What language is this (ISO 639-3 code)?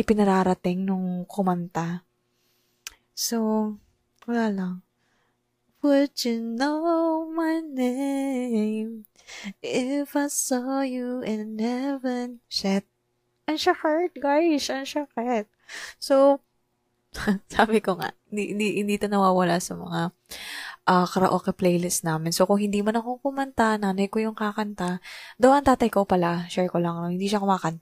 fil